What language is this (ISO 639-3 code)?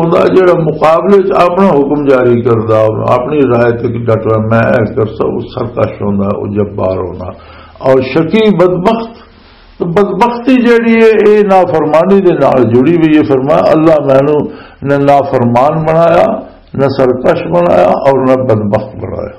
lah